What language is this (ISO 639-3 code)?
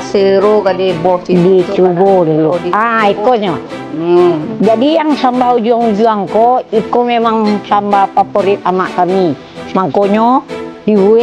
min